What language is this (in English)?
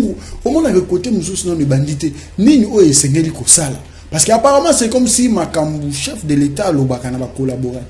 Lingala